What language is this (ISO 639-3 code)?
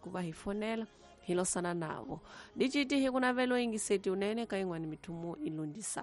tso